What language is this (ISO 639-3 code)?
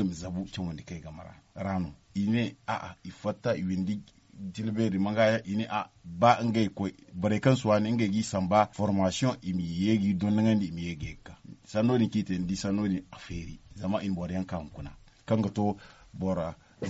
dje